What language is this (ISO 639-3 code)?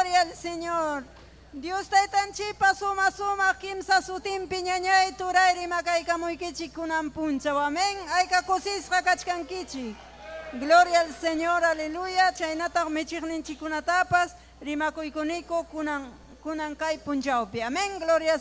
quy